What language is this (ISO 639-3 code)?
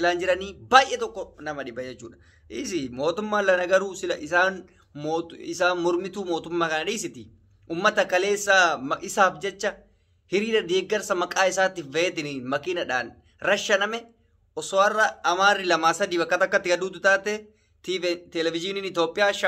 orm